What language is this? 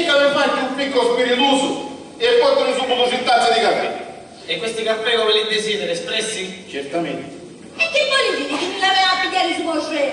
Sicilian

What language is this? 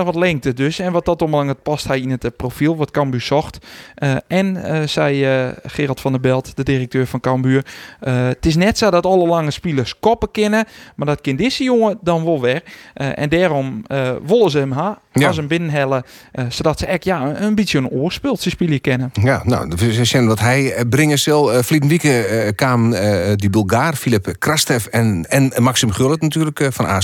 Western Frisian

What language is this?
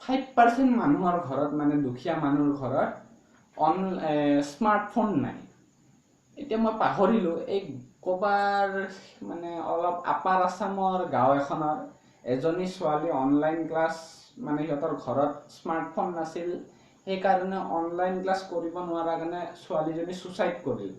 Assamese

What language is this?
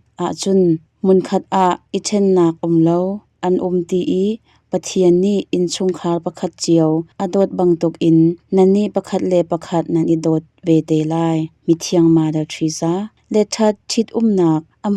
Hakha Chin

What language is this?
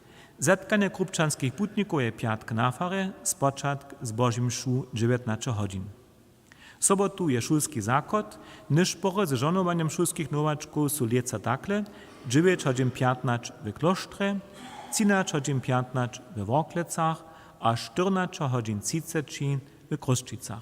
Upper Sorbian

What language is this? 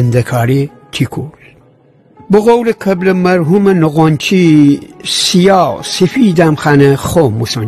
Gilaki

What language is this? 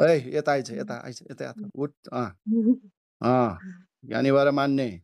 Nepali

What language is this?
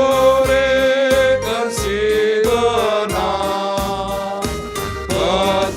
Batak Karo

